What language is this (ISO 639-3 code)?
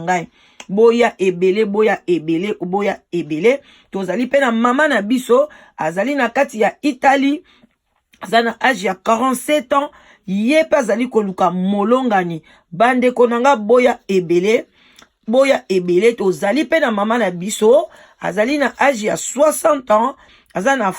lin